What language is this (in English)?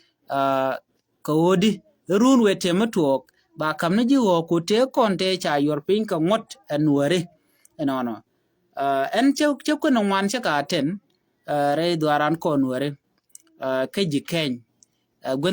Nuer